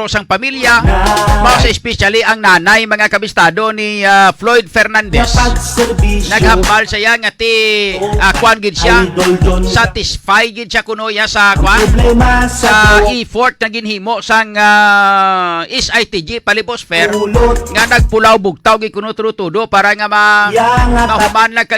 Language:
Hiligaynon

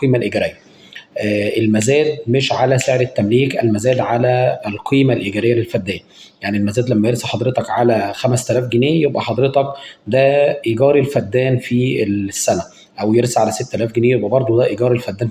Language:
Egyptian Arabic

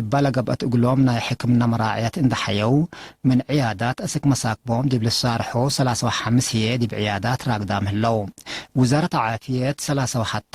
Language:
Tigre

